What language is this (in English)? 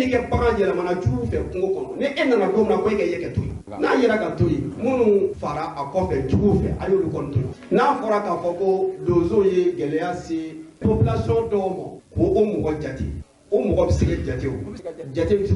Bambara